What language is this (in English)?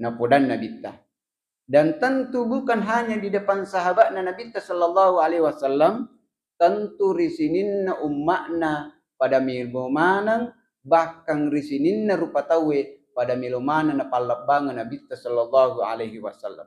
Buginese